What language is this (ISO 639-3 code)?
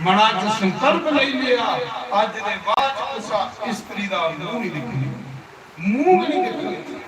doi